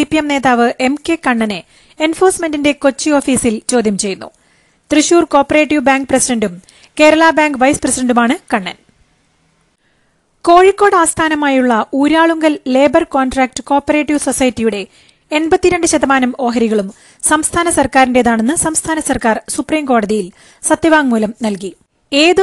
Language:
Malayalam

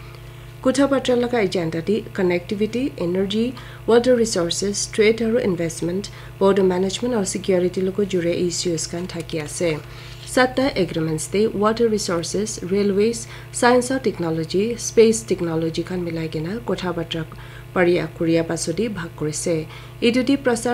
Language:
Naga Pidgin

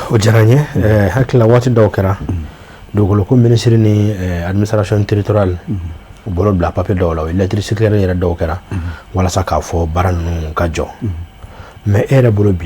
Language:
Bambara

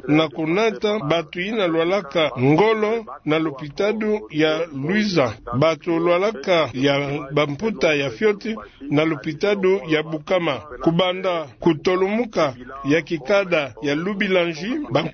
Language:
Kituba (Democratic Republic of Congo)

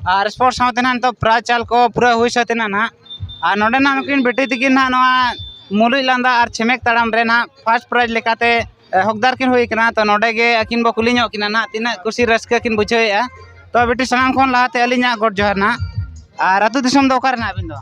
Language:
Santali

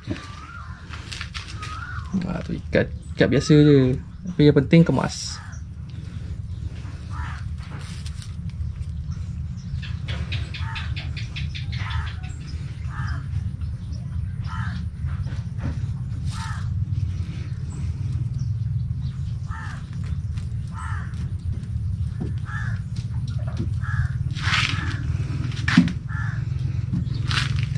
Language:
Malay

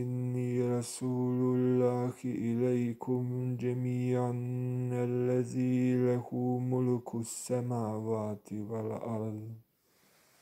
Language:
Arabic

